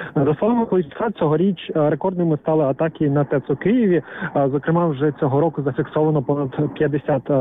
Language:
Ukrainian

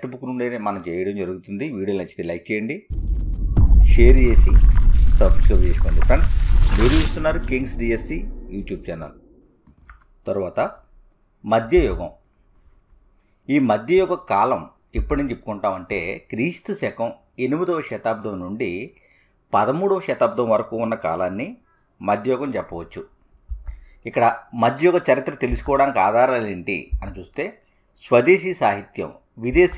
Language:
Telugu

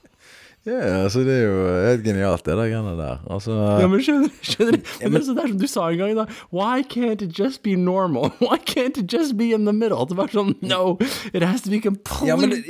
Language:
Norwegian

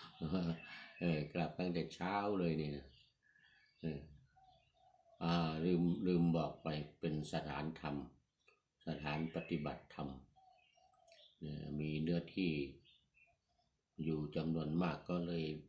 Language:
Thai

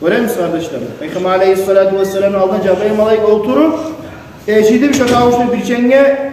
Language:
Kumyk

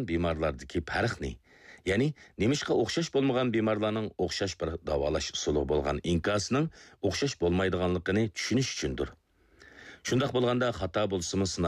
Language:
Uyghur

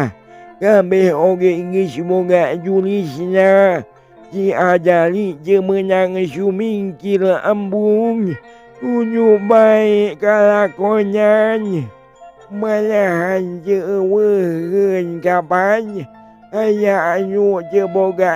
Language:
Sundanese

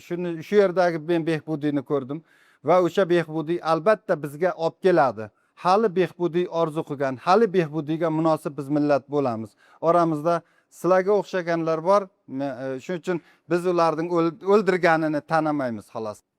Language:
Uzbek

